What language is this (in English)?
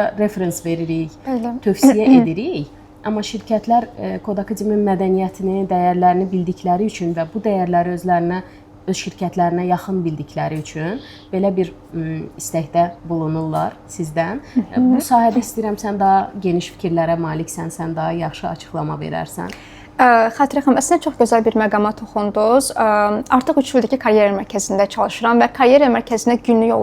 Azerbaijani